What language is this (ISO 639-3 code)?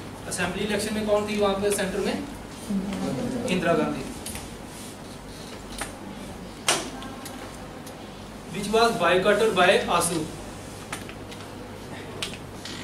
hin